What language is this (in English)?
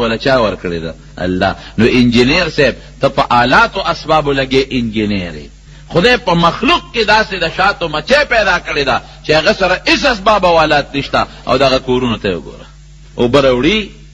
Pashto